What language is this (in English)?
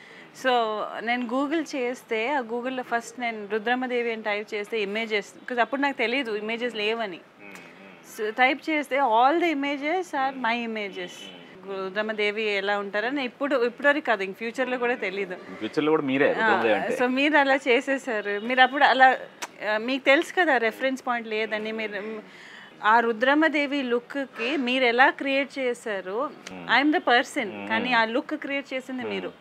Telugu